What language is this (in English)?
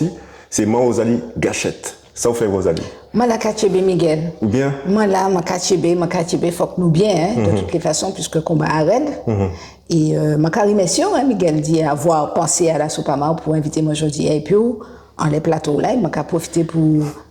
Guadeloupean Creole French